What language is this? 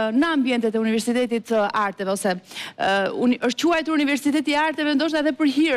Albanian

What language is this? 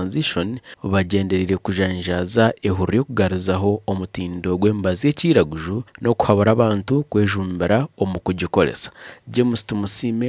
Nyankole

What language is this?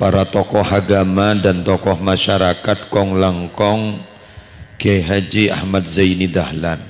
Madurese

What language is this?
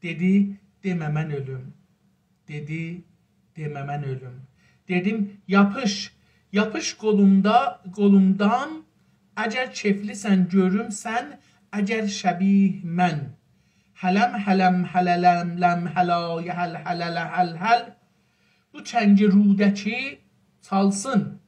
South Azerbaijani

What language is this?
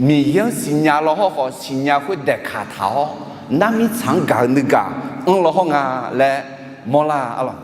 Akha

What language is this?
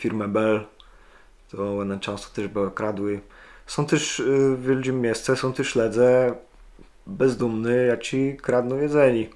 Kashubian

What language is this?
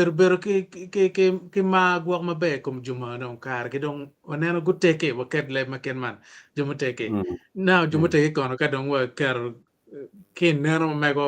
Acoli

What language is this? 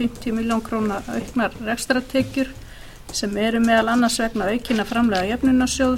Icelandic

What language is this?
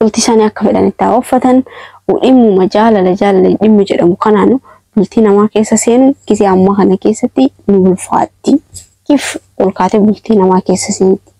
Oromo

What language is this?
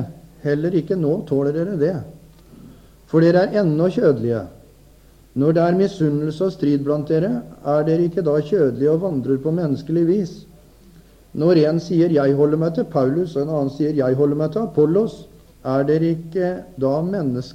Norwegian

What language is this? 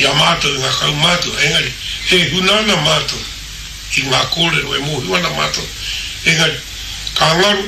Māori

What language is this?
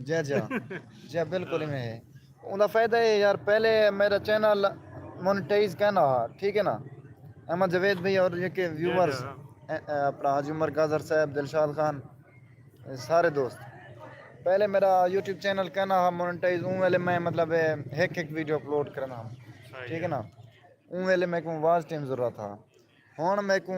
Saraiki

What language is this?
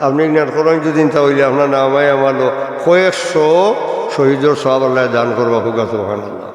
Sylheti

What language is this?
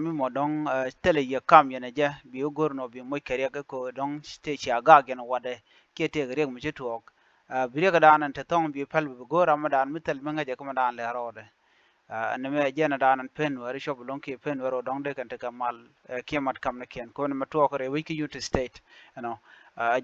Nuer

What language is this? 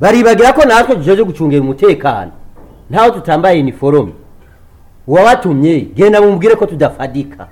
Rundi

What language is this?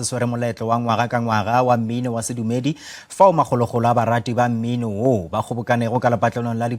Northern Sotho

